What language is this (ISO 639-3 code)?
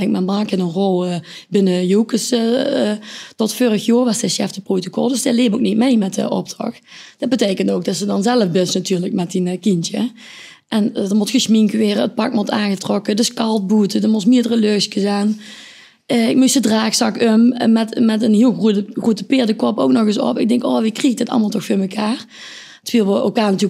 lim